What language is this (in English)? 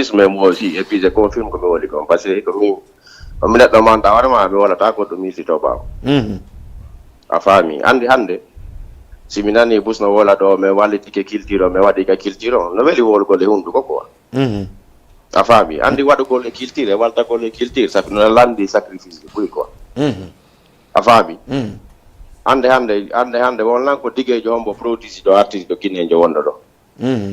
Fula